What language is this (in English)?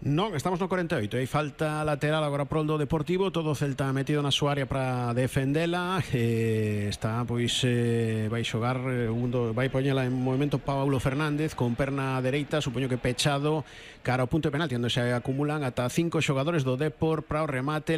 Galician